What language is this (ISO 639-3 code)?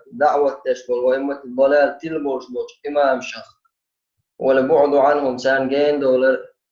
che